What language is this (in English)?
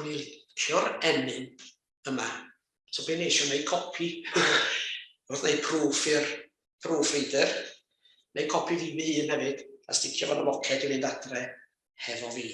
Welsh